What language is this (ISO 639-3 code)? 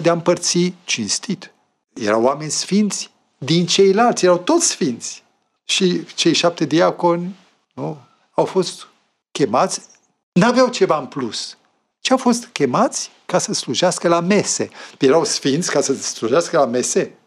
ron